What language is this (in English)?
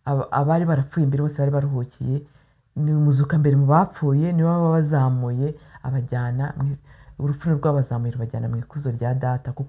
Kinyarwanda